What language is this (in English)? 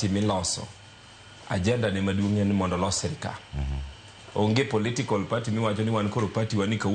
Luo (Kenya and Tanzania)